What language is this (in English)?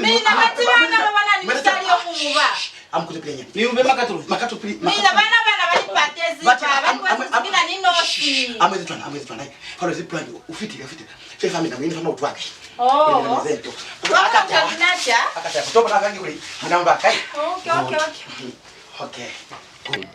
Lozi